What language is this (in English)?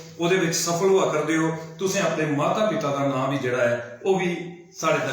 Dogri